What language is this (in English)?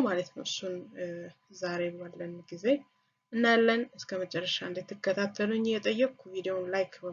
Amharic